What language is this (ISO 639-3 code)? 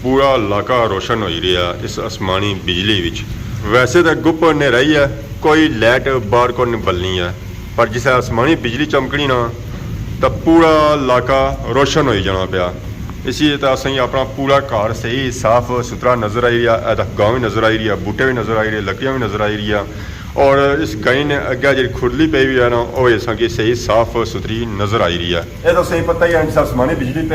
phr